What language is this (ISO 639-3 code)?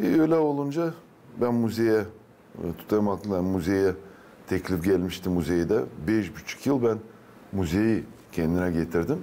gag